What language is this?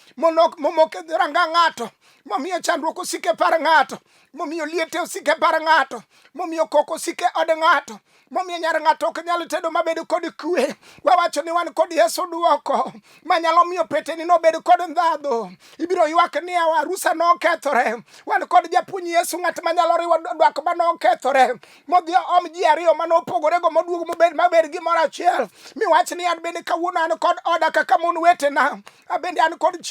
Luo (Kenya and Tanzania)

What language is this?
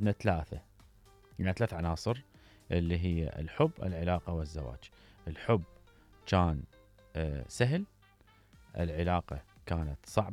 Mesopotamian Arabic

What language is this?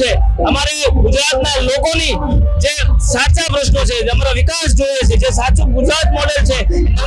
Gujarati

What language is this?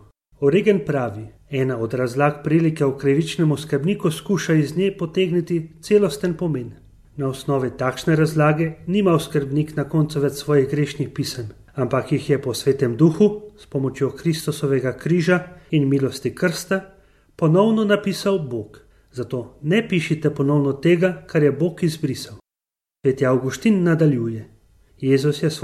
Slovenian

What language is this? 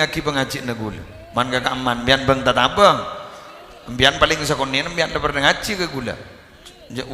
Madurese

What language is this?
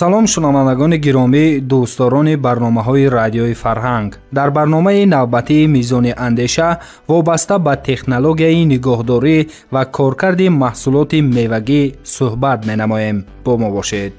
Tajik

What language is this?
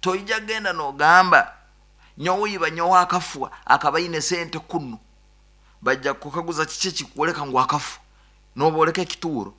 Nyoro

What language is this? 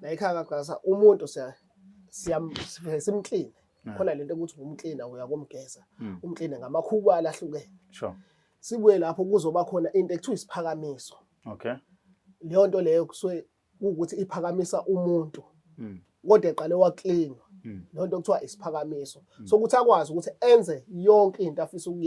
Zulu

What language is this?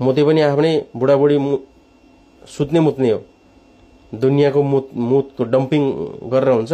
Nepali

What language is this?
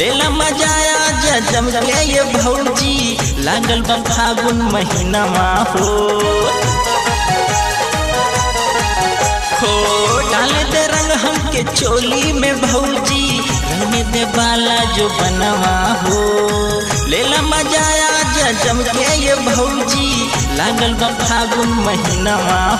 Bhojpuri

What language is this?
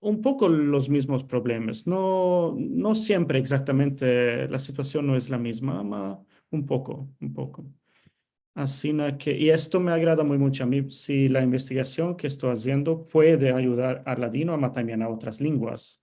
Ladino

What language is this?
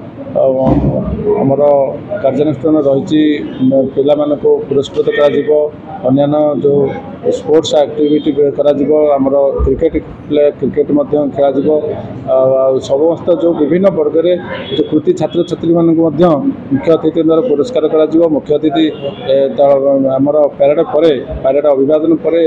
Odia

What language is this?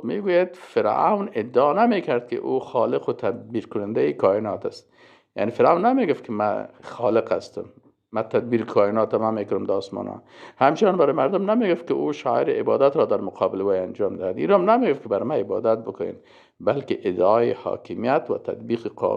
Persian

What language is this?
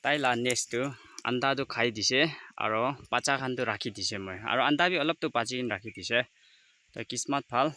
Naga Pidgin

